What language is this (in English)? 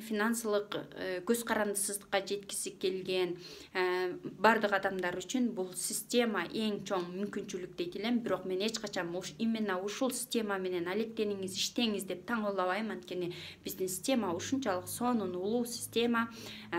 Kyrgyz